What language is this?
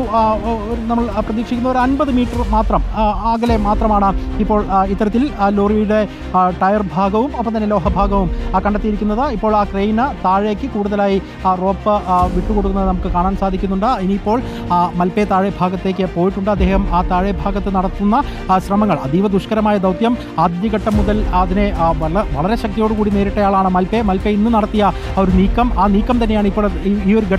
Malayalam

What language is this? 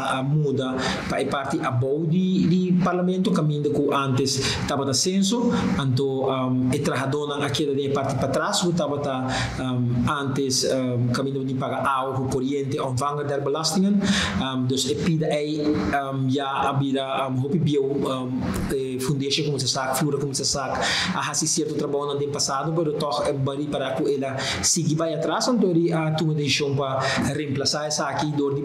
Papiamento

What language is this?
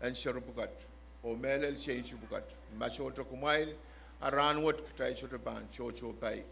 Pohnpeian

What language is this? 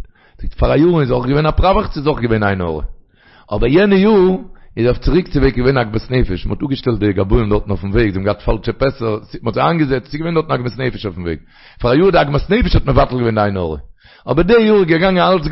Yiddish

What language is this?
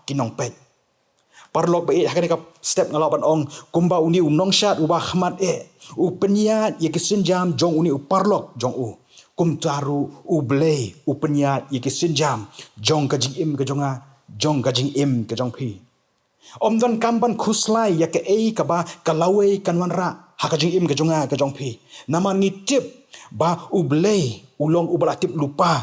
Khasi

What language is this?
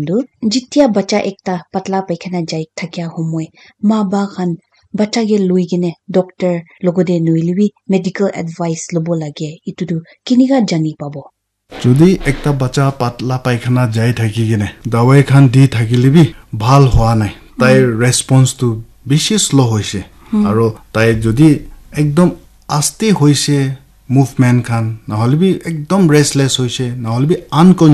Naga Pidgin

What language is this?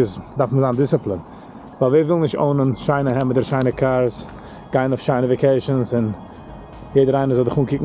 Yiddish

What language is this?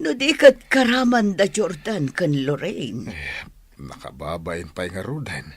Iloko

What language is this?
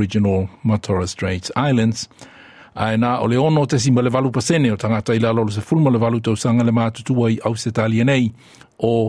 Samoan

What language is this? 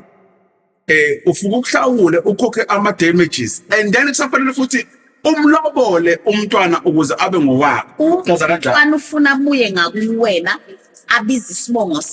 Zulu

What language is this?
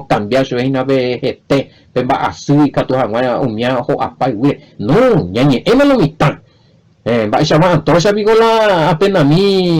Guarani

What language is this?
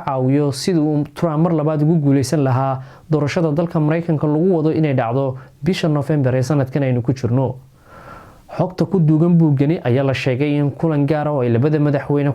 Somali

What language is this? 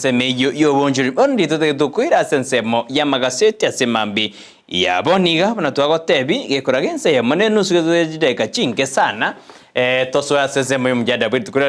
Gusii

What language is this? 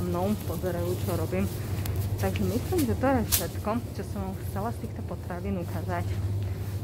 Slovak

